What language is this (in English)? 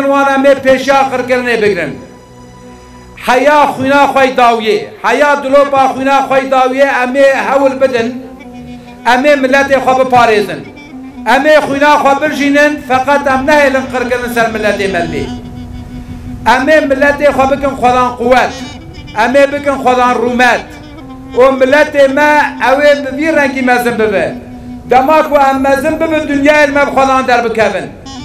Kurdish